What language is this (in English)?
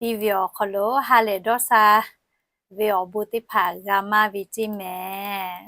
Lahu